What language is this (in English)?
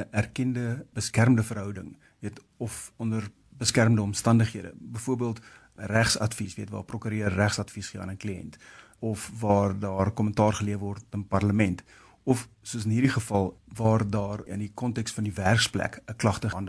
Afrikaans